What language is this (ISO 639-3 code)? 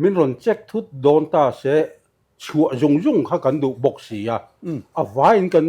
lus